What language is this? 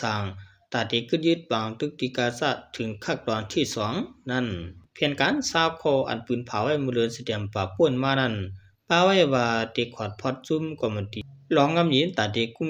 Shan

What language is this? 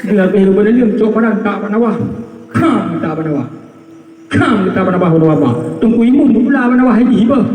Achinese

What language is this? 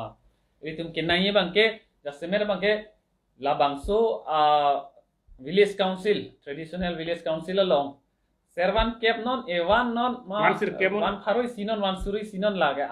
Karbi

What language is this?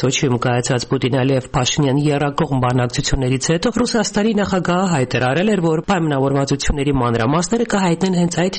Armenian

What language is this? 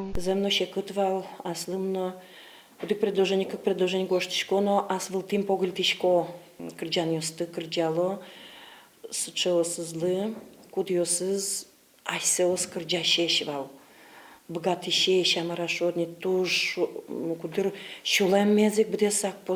Udmurt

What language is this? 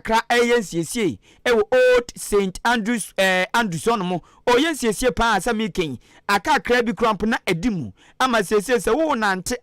Akan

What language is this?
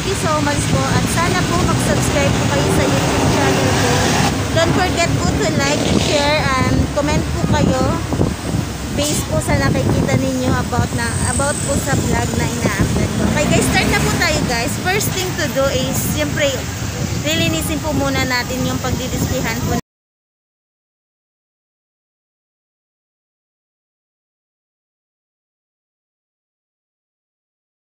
Filipino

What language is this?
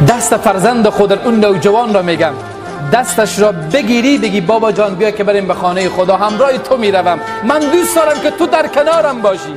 Tajik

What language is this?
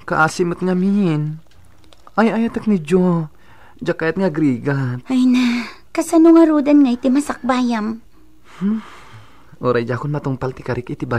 Iloko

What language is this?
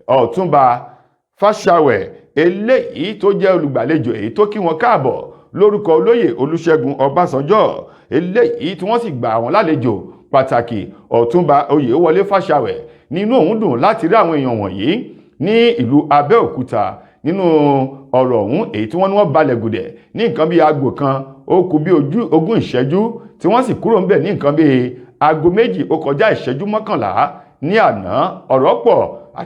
Yoruba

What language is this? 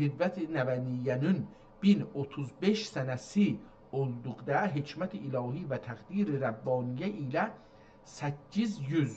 South Azerbaijani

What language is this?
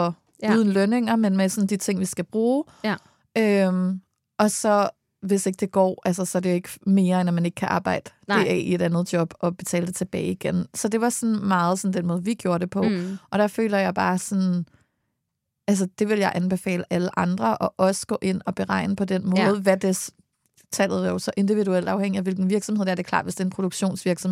Danish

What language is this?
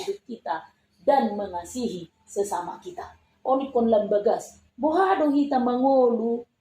Batak Toba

